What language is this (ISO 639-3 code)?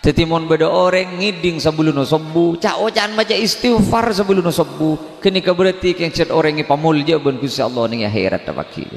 mad